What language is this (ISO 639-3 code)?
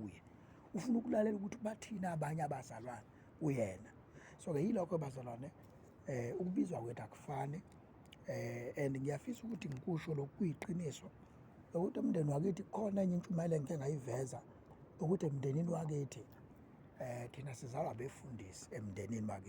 zul